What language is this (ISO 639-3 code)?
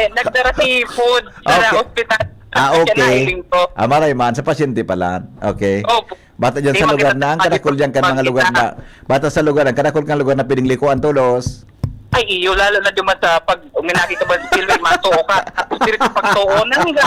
bik